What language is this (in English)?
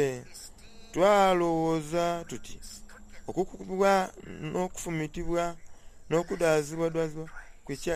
Soga